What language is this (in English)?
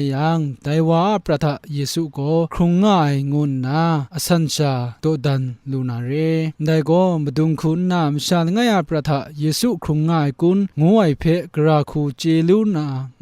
Kachin